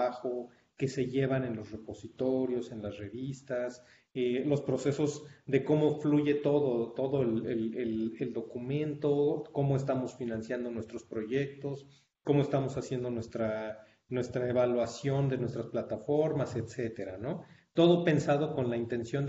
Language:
Spanish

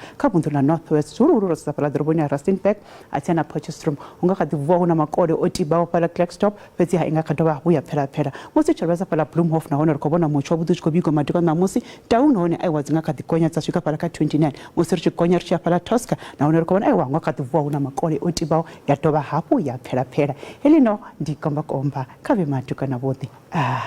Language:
Venda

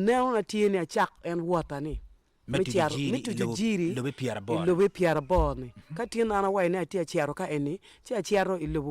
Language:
Acoli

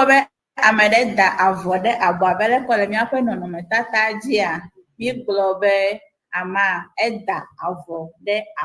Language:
Ewe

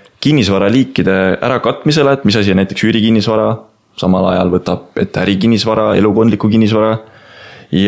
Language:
Estonian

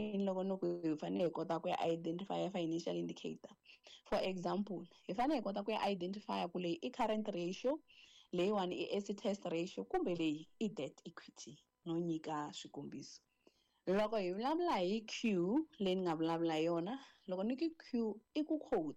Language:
Tsonga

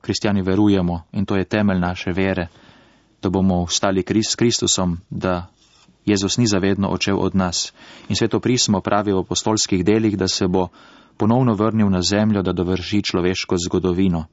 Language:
Slovenian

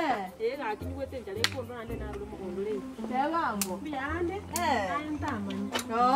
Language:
Gusii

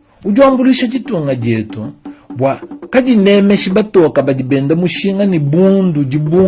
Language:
Luba-Lulua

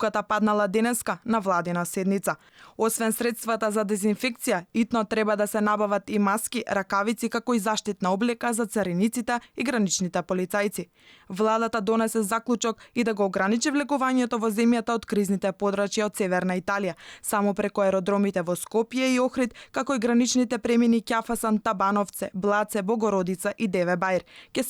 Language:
Macedonian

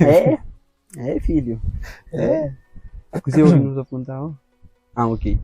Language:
Kabuverdianu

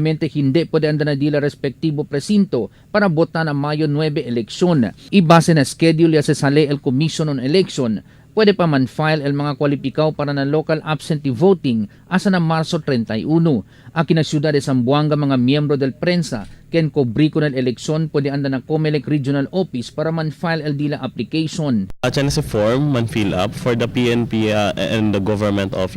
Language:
Chavacano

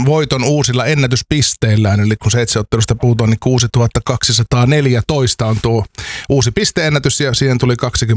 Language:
Finnish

